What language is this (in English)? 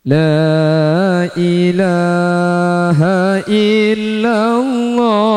Madurese